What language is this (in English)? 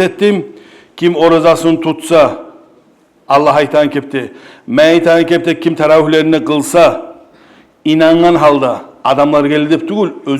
Kumyk